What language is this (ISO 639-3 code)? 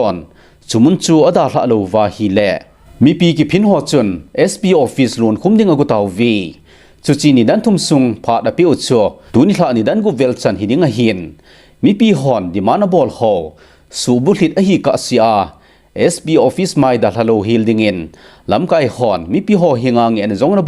tcz